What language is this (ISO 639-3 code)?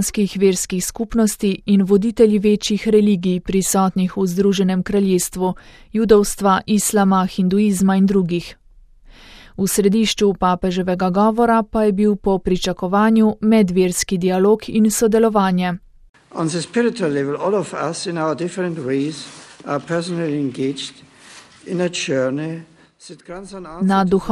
slv